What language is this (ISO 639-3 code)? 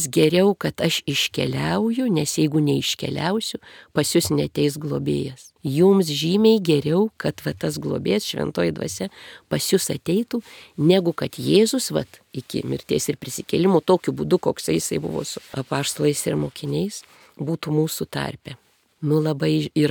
lit